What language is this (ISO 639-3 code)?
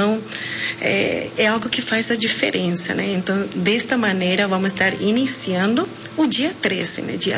por